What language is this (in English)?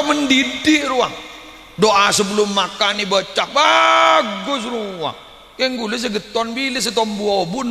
Madurese